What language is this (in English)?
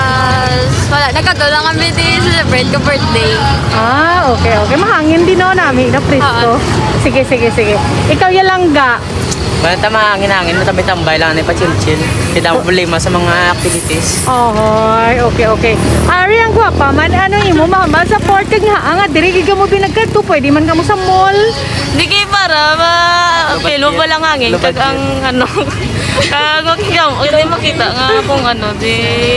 Hiligaynon